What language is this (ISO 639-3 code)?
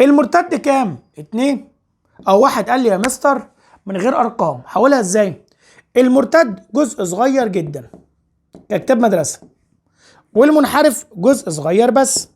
arz